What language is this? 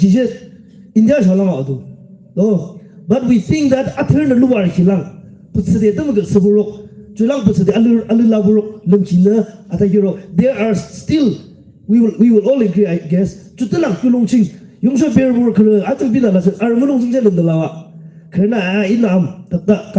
Yimchungru Naga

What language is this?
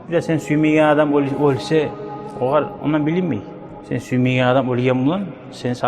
Kumyk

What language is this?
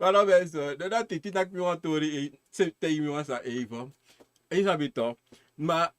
Sranan Tongo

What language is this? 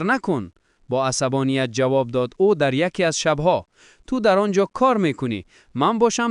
Tajik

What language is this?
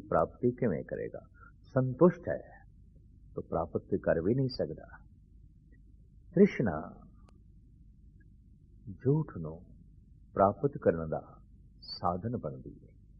Punjabi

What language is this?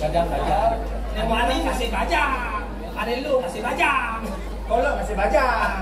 Balinese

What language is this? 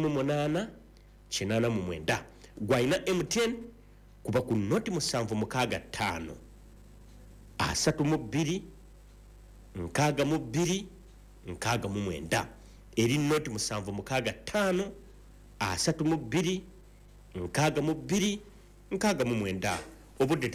Ganda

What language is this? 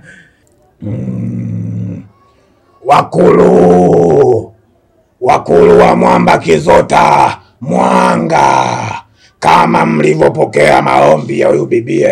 Swahili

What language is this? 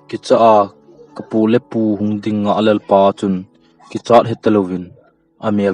Thado Chin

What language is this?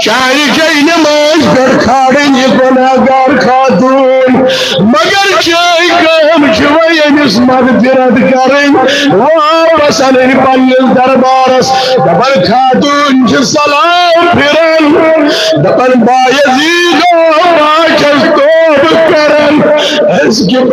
Kashmiri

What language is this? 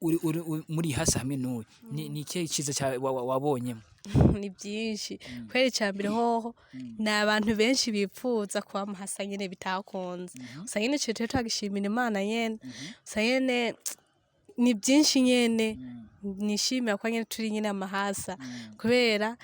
Rundi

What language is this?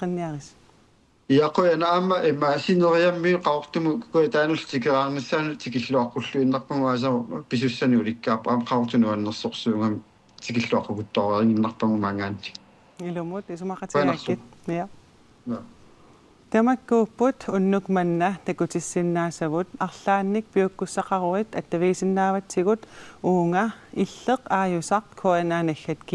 Kalaallisut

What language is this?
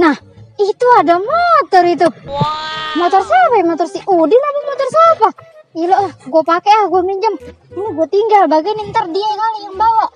Betawi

